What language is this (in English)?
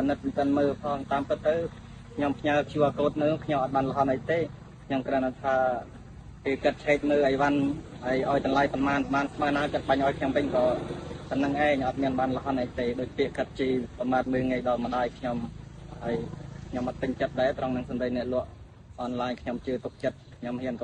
Khmer